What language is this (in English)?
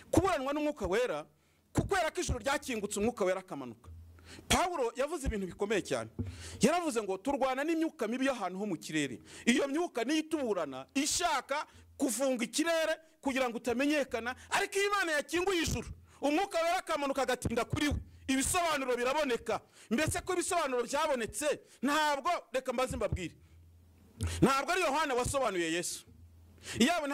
Kinyarwanda